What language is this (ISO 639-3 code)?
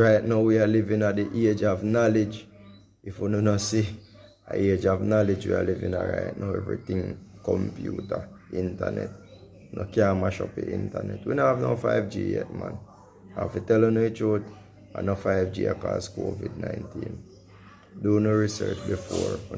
jam